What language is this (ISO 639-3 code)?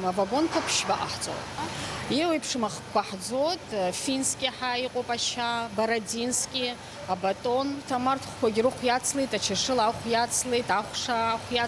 abk